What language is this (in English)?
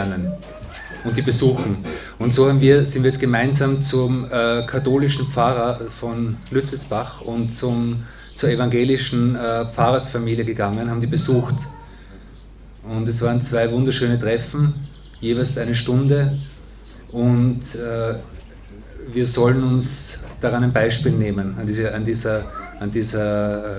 German